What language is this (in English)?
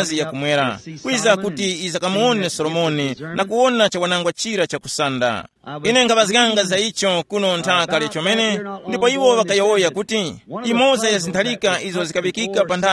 Tumbuka